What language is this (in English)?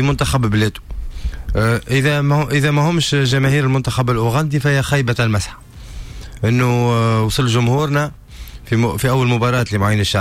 Tunisian Arabic